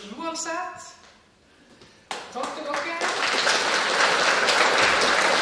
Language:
Norwegian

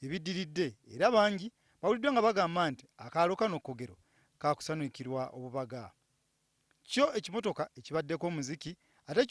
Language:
Ganda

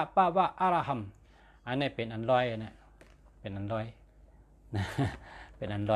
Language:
Shan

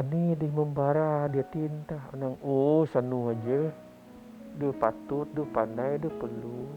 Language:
Biatah Bidayuh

